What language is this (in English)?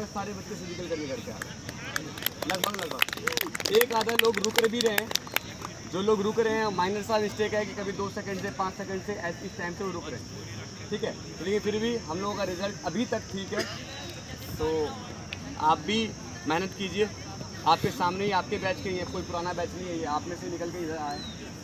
Hindi